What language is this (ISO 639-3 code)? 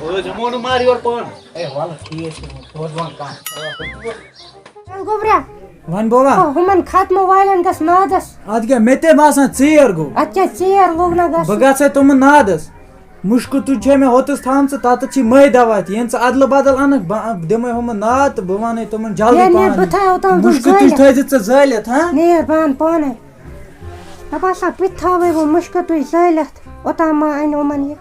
kas